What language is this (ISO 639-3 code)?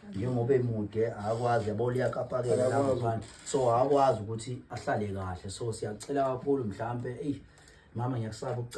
zul